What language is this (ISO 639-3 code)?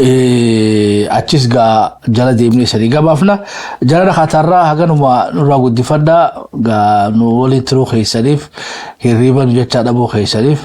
orm